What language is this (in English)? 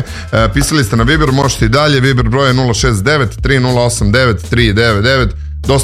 Serbian